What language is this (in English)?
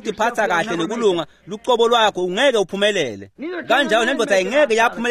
Swati